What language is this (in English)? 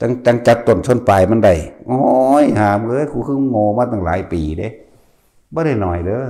Northeastern Thai